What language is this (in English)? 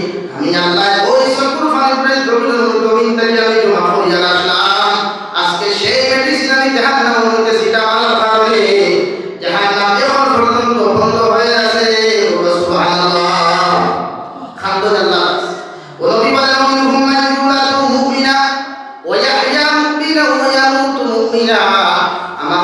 Sylheti